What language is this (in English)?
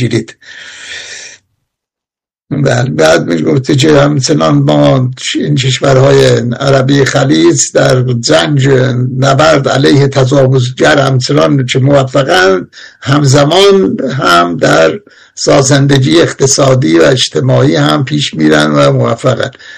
Persian